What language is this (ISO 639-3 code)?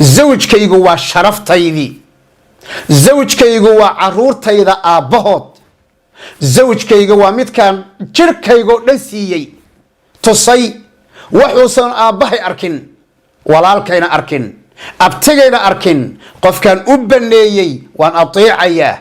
som